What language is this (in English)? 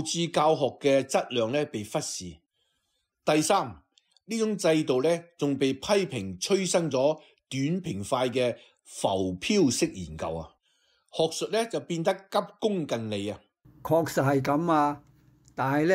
Cantonese